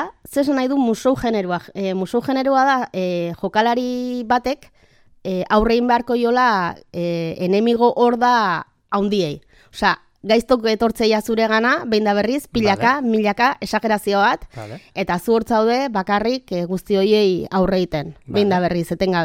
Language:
Basque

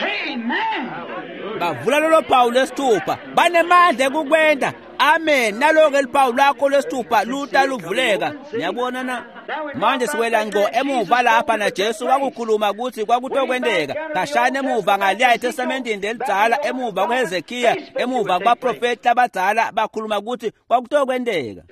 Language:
Swati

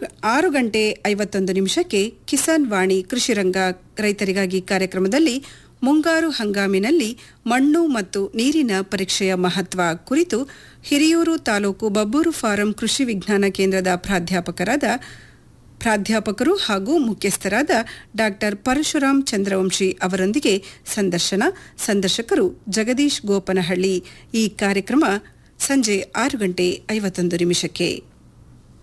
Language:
Kannada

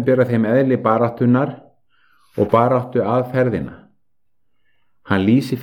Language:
Icelandic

